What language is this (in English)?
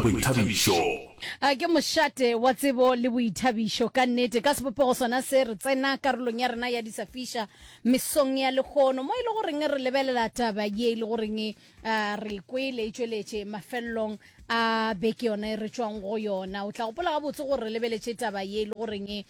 Northern Sotho